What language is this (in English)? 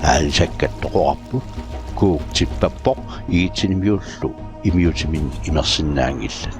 Kalaallisut